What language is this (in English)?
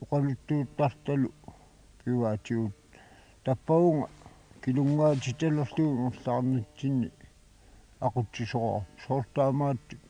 Kalaallisut